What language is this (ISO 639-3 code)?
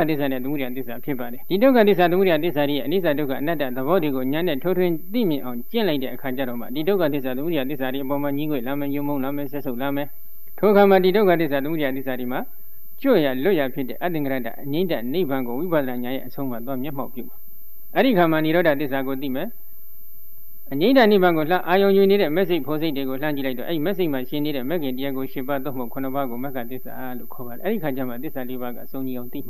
mya